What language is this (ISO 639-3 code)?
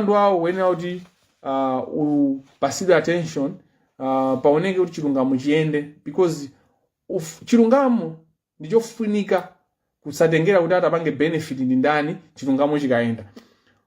nya